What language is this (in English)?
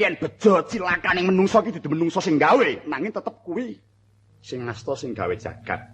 Javanese